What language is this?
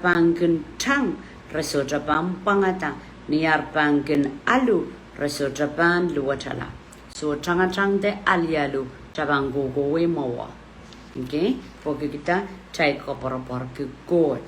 Pohnpeian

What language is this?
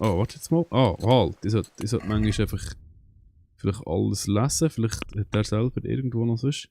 Swiss German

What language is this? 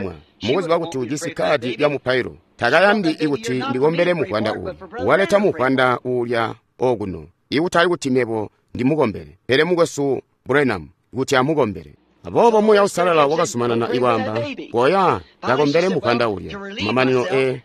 Tonga (Zambia)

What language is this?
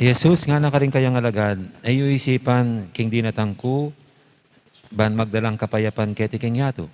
Pampanga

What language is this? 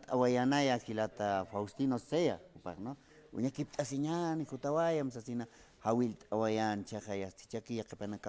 Aymara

